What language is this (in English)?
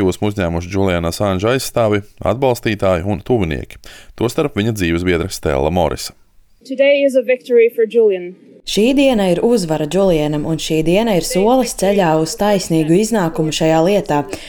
Latvian